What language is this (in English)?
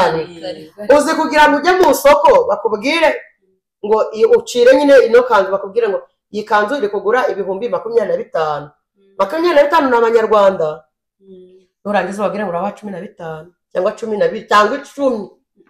Kinyarwanda